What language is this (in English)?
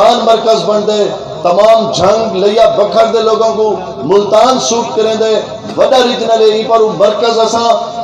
Saraiki